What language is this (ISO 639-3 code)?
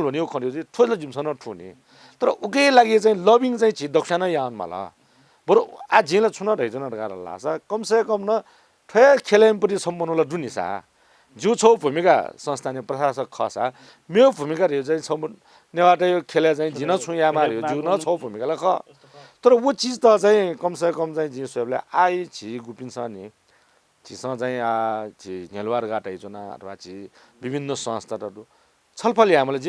new